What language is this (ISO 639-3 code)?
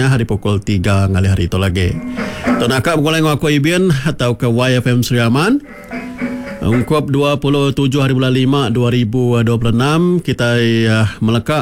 iba